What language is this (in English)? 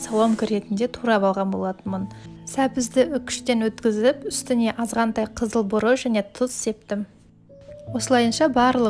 Kazakh